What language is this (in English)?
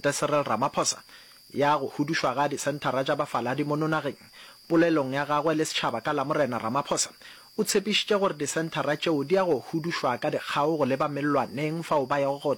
Northern Sotho